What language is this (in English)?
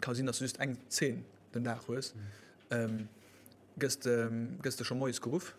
Luxembourgish